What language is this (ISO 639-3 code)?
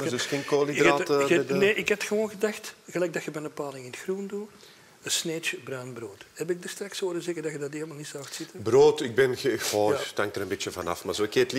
nld